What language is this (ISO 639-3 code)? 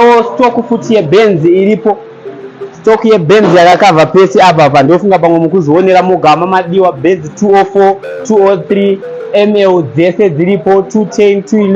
sna